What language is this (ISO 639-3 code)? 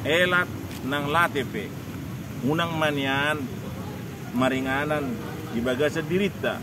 bbc